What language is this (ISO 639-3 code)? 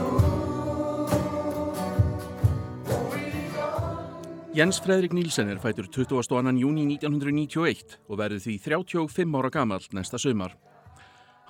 isl